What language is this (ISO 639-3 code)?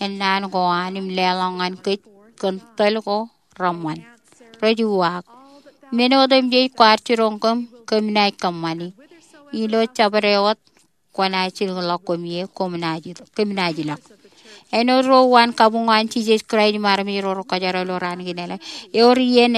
mah